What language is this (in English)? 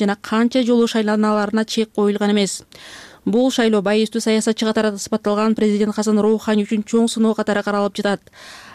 Kyrgyz